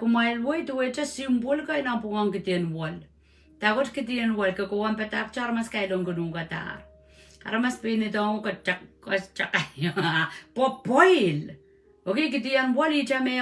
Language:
Pohnpeian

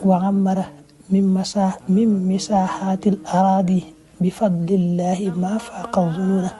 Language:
Wolof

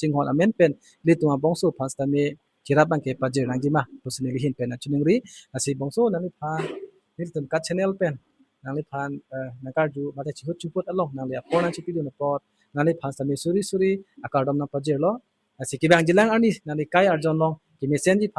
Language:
Karbi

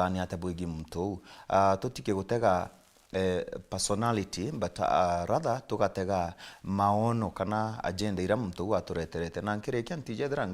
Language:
Meru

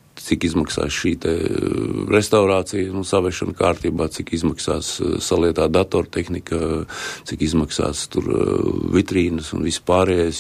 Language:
Latvian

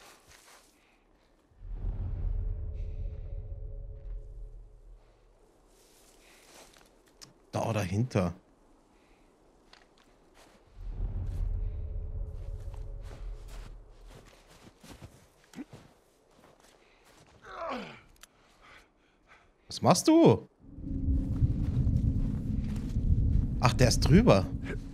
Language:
German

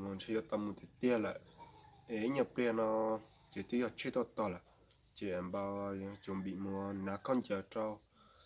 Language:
Hmong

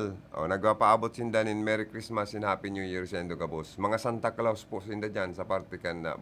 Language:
Bikol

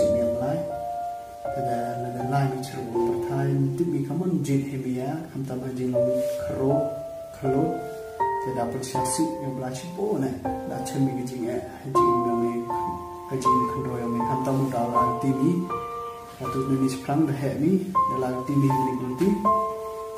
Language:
Khasi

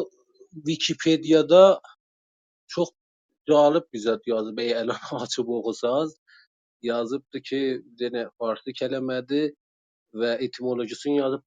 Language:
South Azerbaijani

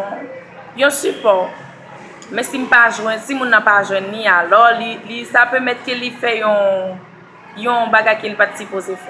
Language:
Haitian Creole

